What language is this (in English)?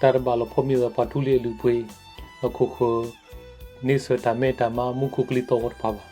S'gaw Karen